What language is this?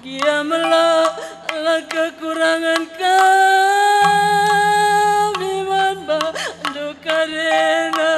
Batak Karo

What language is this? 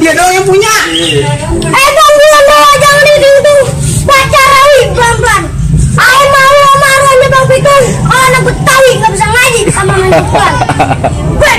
Betawi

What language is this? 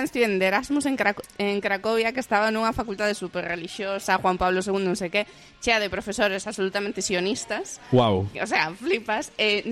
Galician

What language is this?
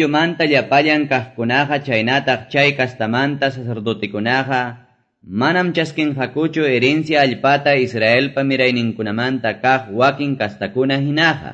Quechua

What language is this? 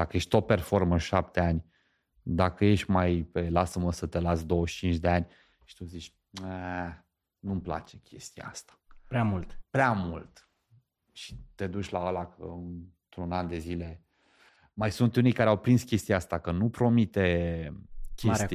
Romanian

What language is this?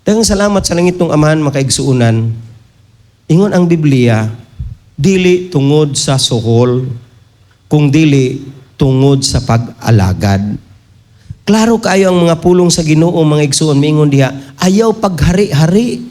Cebuano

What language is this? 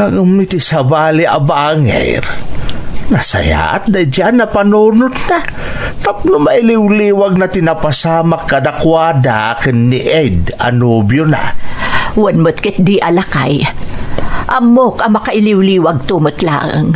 Iloko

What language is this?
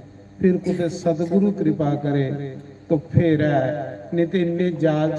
Dogri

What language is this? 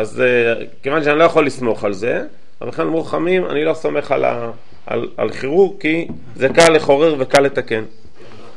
Hebrew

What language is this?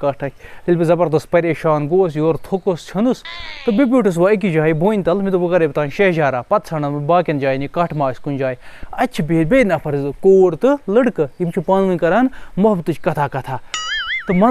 Kashmiri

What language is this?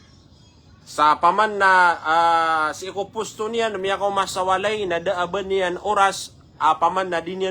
Maranao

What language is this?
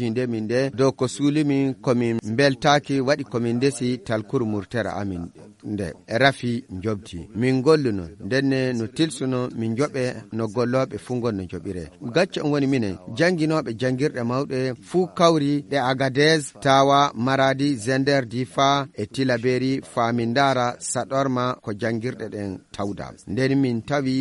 Fula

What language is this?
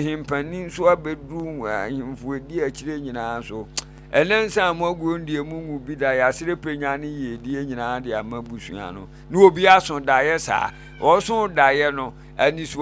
Akan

